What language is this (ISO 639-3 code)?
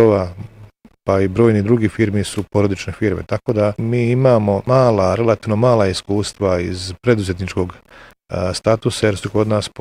bos